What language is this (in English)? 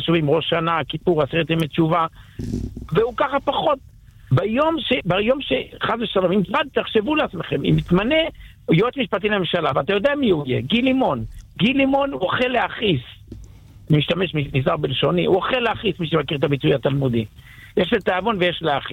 Hebrew